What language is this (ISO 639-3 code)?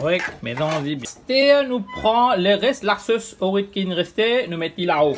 mfe